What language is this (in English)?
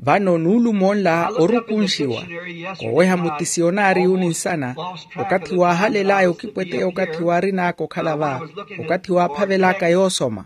Makhuwa